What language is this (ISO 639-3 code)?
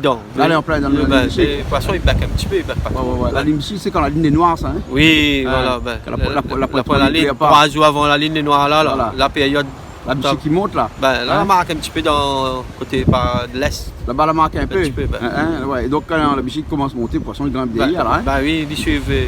rcf